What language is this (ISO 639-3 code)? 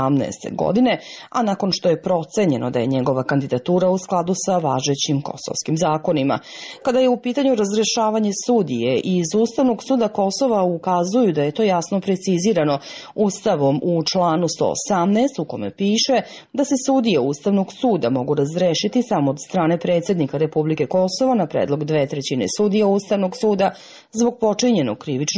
srp